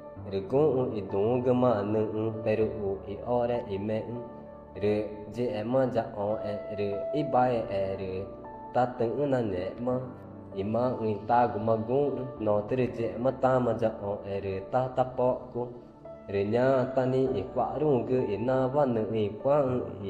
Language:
Ticuna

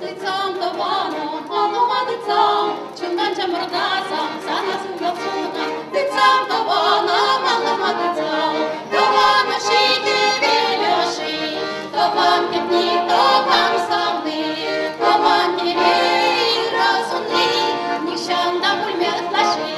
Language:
Chuvash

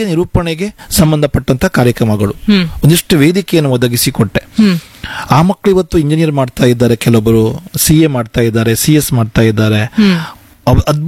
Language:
Kannada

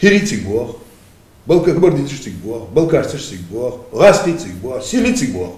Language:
Ingush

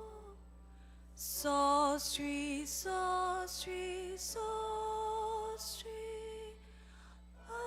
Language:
S'gaw Karen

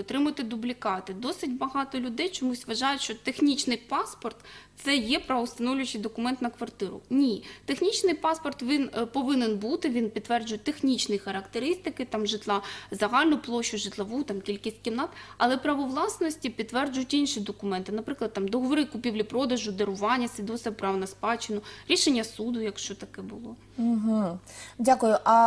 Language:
Ukrainian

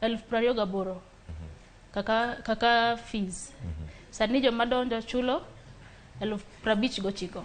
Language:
Luo (Kenya and Tanzania)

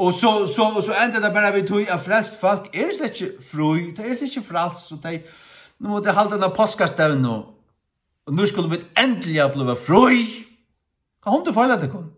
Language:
Faroese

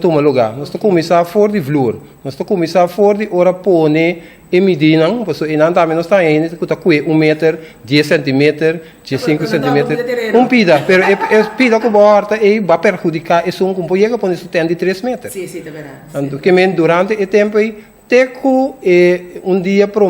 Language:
Papiamento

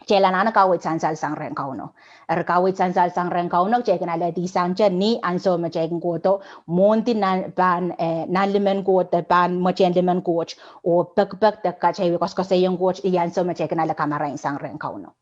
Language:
Pohnpeian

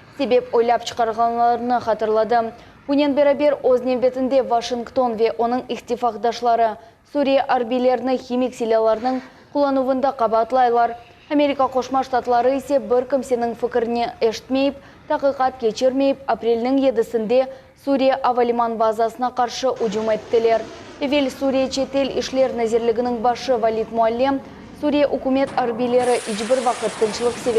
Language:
Crimean Tatar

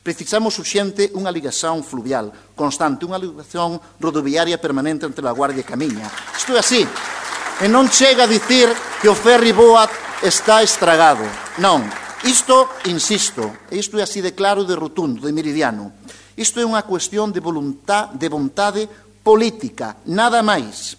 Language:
Galician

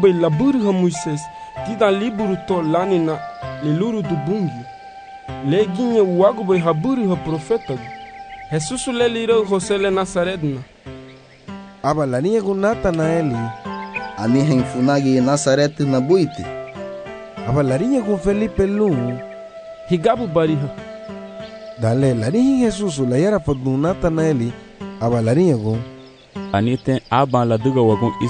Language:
Garifuna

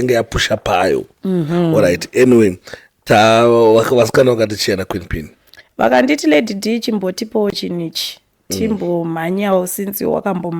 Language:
Shona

